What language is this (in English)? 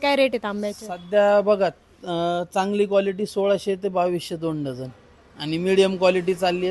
Marathi